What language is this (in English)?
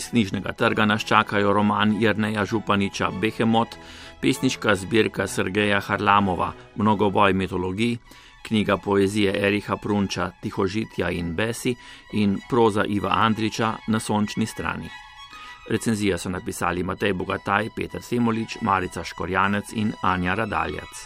Slovenian